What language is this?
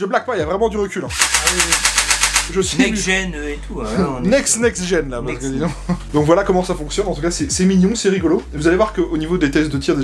French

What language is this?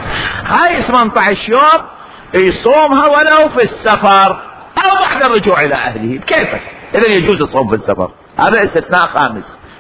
Mesopotamian Arabic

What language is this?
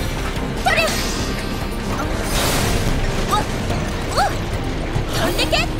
Japanese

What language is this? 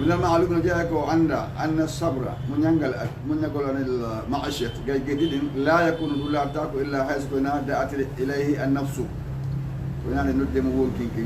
Fula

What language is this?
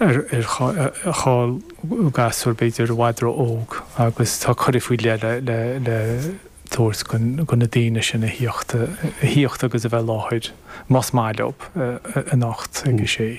Irish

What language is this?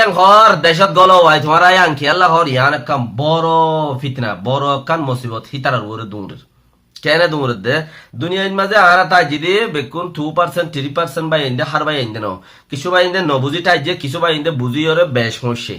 Rohingya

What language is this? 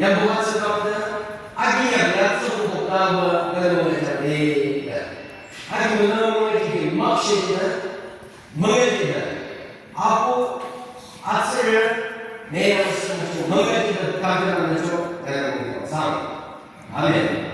Yimchungru Naga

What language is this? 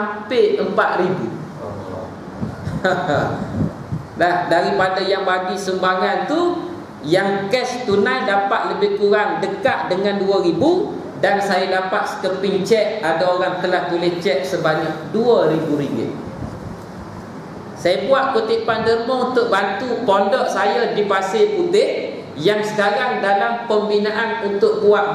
Malay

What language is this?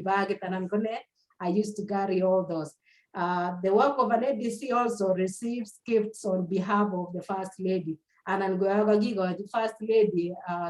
Kalenjin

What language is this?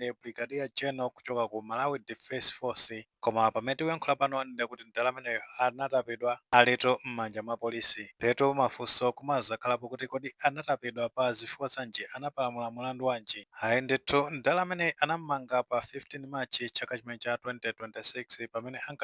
Nyanja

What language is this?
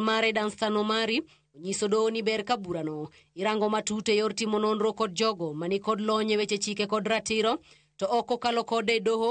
Luo (Kenya and Tanzania)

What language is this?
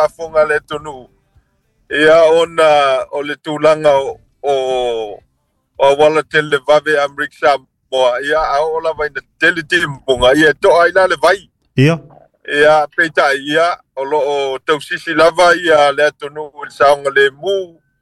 Samoan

